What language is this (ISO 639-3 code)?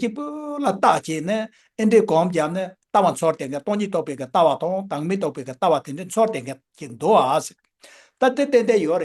bod